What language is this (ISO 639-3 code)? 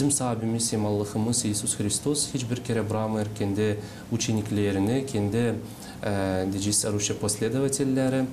gag